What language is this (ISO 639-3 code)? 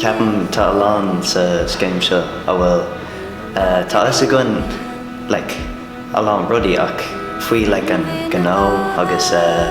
gle